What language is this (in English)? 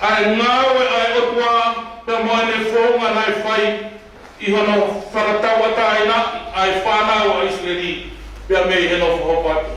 Tongan